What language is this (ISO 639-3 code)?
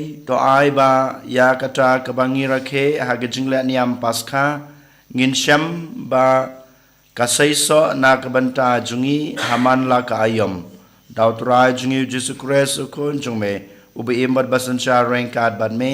kha